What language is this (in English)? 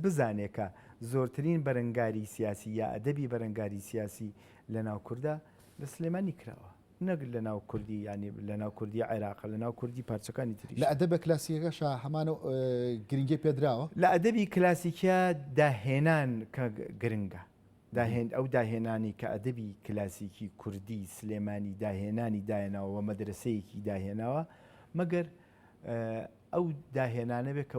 Central Kurdish